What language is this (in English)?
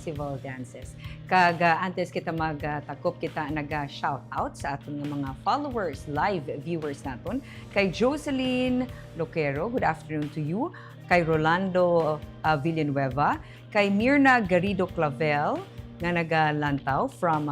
Hiligaynon